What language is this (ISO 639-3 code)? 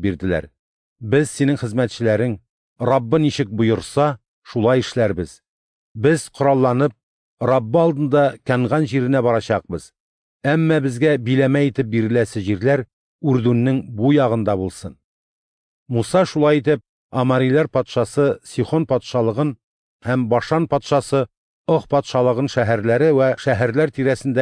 tat